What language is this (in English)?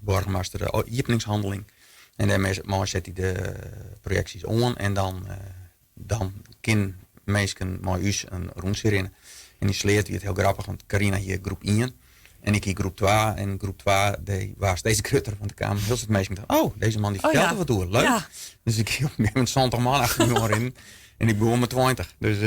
Western Frisian